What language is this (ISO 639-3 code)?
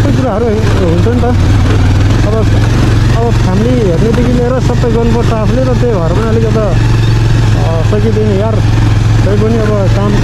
nep